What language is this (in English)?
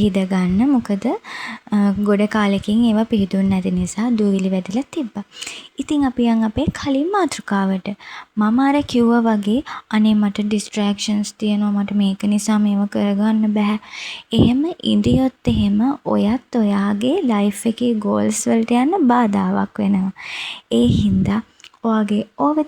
Sinhala